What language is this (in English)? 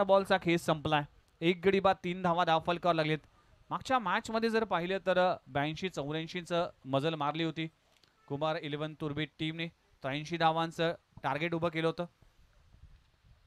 Marathi